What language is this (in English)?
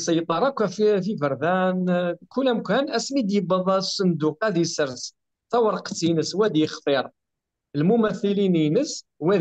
Kabyle